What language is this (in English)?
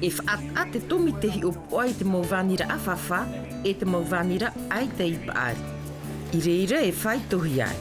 Tahitian